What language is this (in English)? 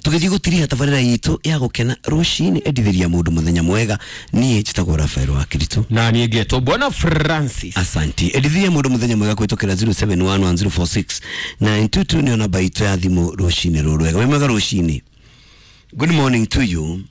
Kikuyu